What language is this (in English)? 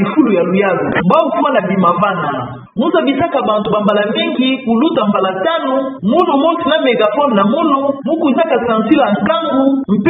Kituba (Democratic Republic of Congo)